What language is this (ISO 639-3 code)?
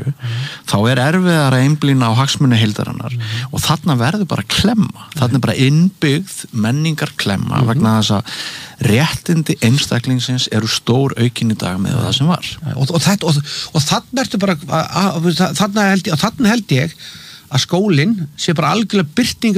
isl